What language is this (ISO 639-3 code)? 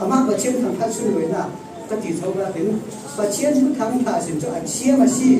cfm